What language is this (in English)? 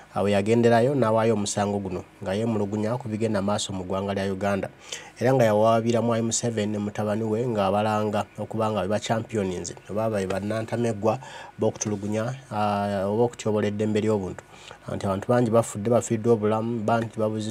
Ganda